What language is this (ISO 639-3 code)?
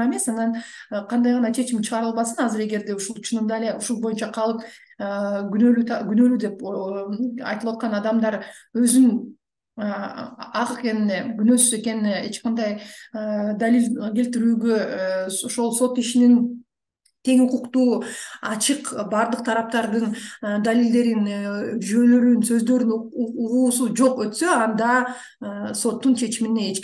kir